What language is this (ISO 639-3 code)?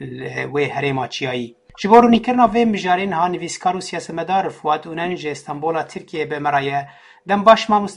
kur